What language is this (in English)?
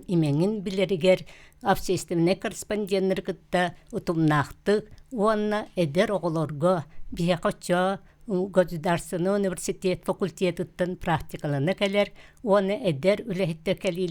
Yakut